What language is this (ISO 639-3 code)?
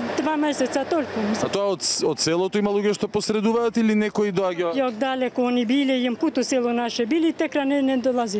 mkd